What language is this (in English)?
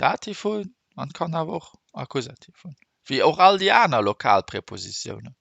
Luxembourgish